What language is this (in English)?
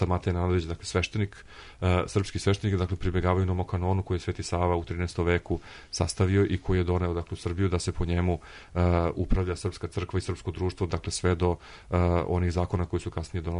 Serbian